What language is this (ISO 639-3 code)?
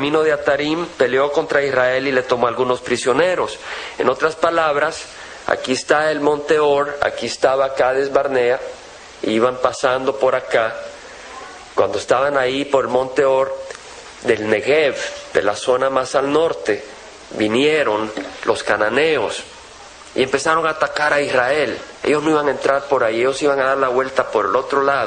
spa